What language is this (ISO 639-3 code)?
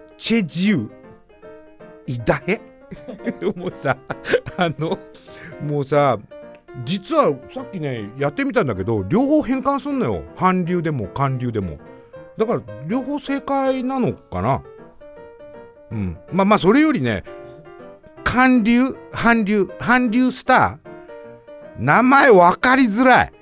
jpn